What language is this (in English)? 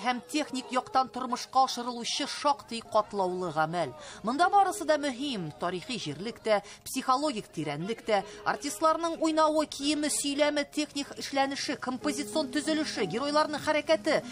Tatar